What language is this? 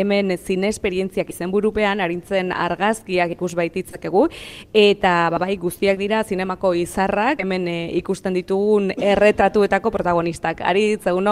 Basque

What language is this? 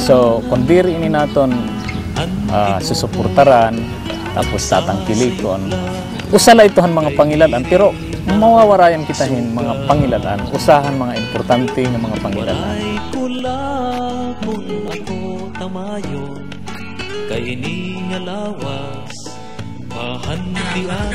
Waray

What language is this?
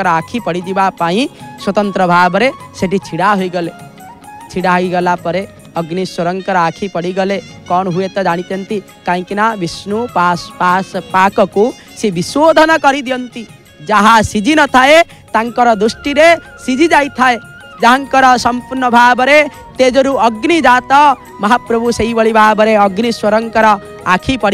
Odia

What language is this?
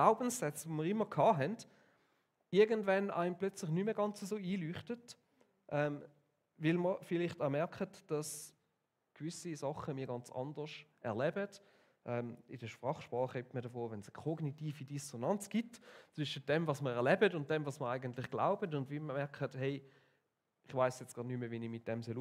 Swiss German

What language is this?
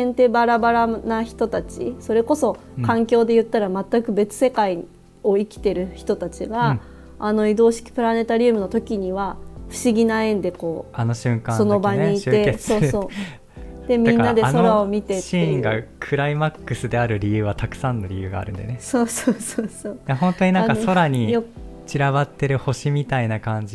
Japanese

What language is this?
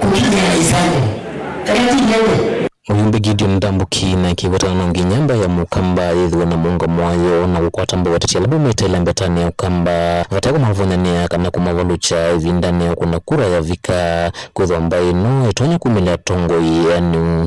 Kamba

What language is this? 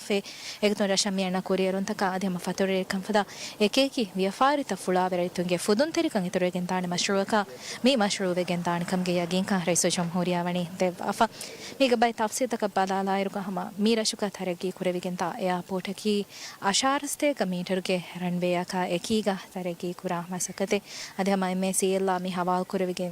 Divehi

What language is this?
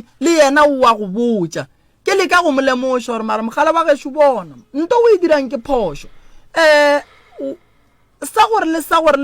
Northern Sotho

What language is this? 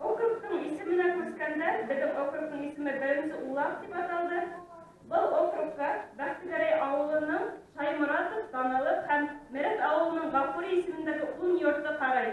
Bashkir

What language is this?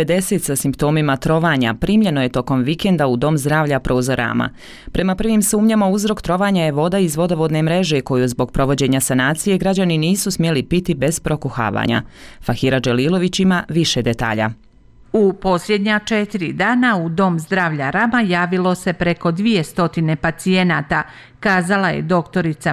Bosnian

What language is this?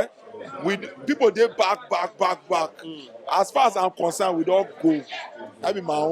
Nigerian Pidgin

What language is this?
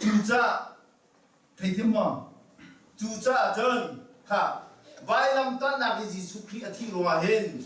Hakha Chin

